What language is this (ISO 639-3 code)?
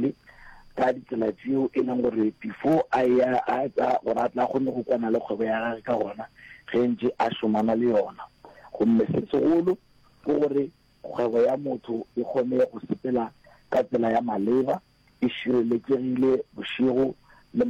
nso